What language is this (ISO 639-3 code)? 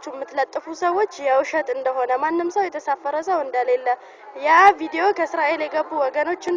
amh